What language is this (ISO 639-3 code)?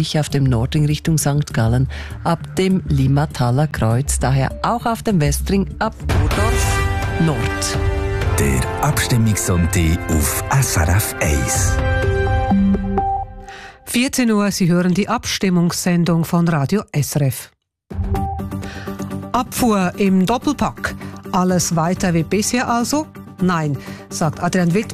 deu